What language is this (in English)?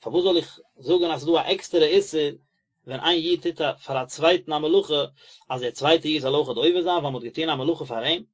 Yiddish